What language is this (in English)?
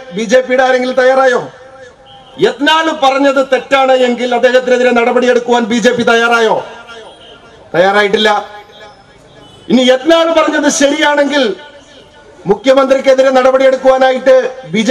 Malayalam